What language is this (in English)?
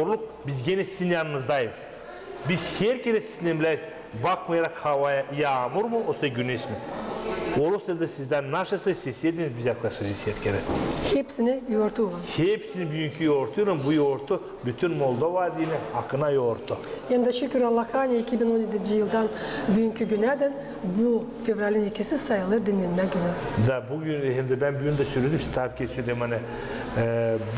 Gagauz